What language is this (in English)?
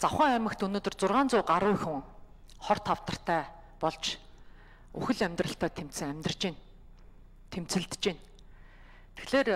Mongolian